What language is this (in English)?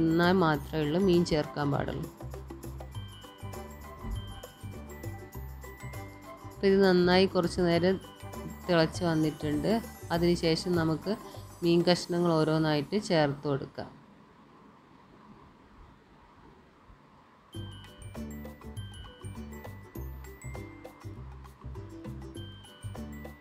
Malayalam